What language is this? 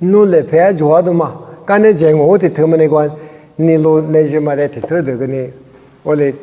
Lisu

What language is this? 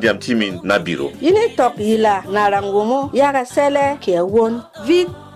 Berom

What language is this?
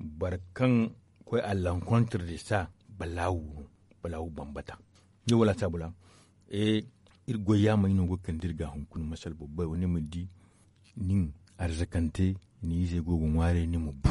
Zarma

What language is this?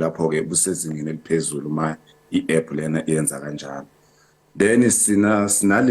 Zulu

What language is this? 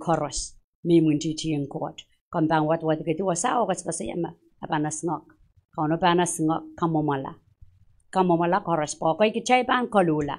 Pohnpeian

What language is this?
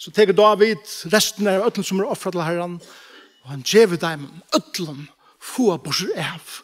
Faroese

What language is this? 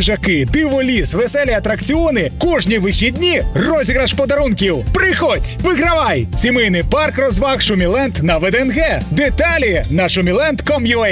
Ukrainian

